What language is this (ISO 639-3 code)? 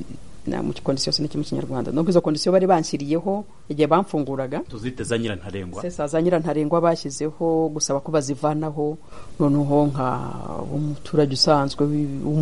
kin